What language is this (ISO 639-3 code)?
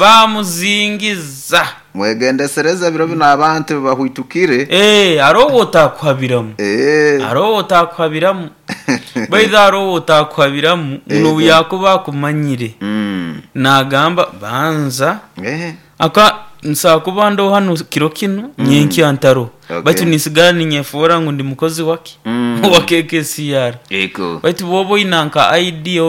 nyo